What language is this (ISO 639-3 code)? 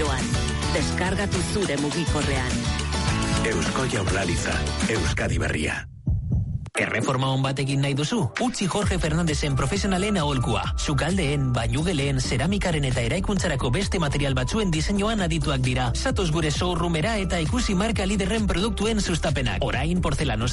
eus